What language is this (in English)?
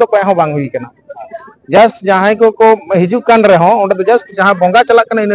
Santali